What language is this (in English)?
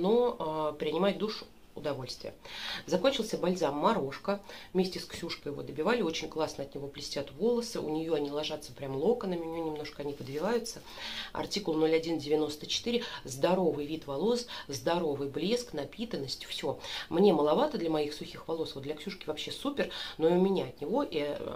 Russian